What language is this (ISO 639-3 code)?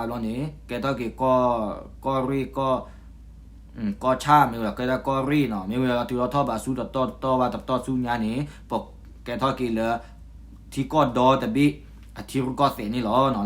ksw